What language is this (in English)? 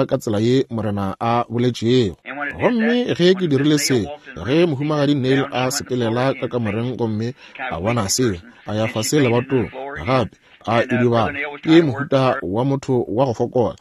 Northern Sotho